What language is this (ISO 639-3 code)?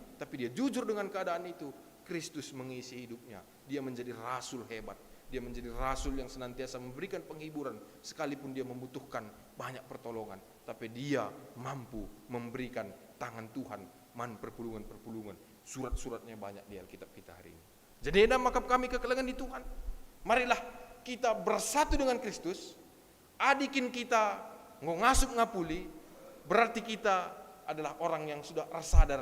btx